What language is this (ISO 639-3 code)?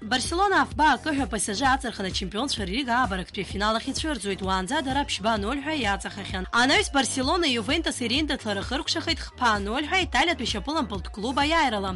abk